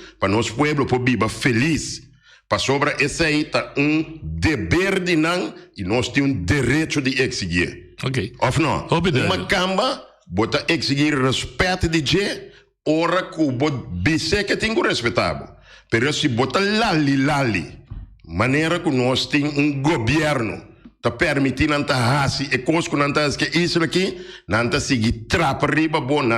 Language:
Papiamento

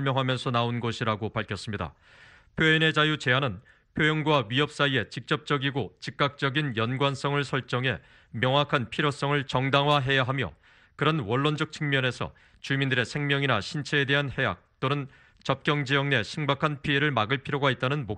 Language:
Korean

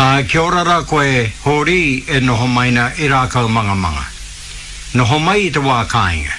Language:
Māori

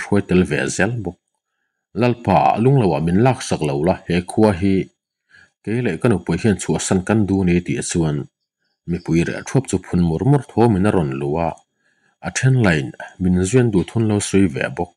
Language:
Mizo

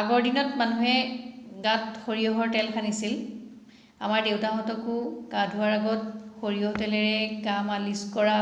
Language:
Assamese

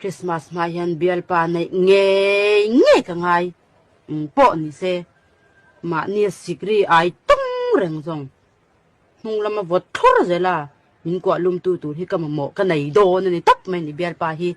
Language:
Mizo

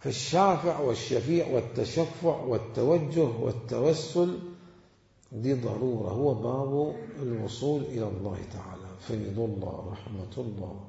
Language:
Mesopotamian Arabic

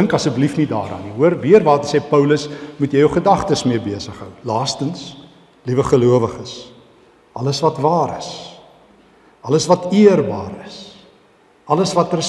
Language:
Afrikaans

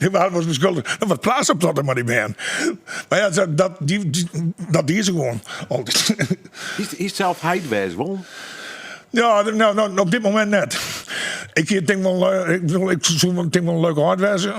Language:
Western Frisian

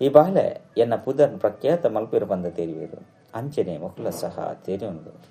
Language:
Tulu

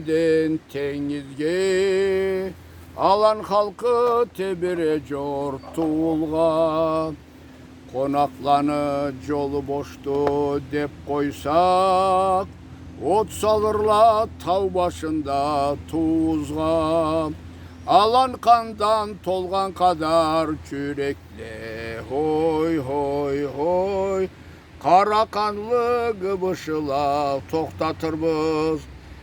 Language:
Karachay-Balkar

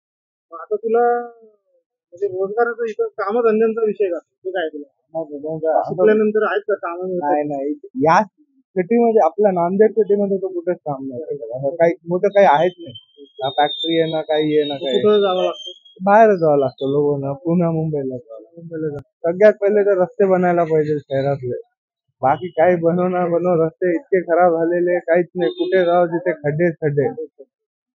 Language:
Marathi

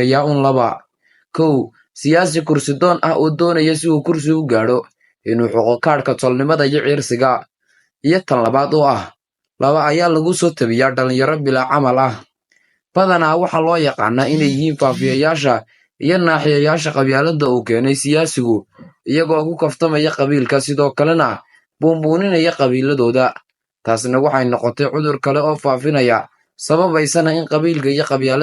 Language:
Somali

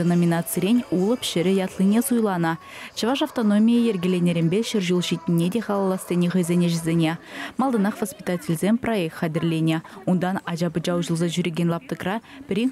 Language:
Chuvash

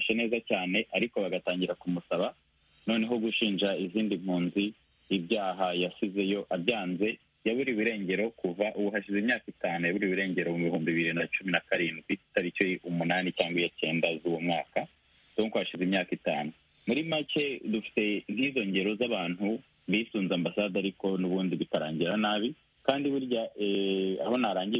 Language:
Kinyarwanda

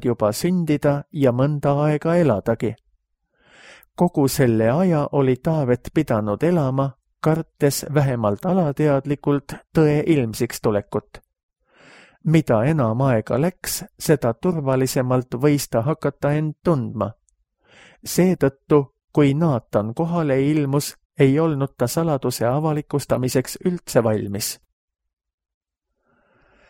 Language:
Estonian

